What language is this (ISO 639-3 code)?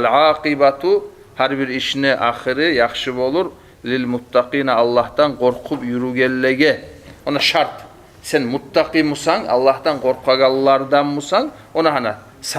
kum